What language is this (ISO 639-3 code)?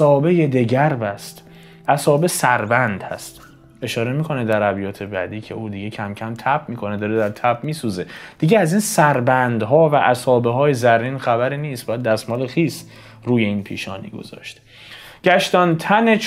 fas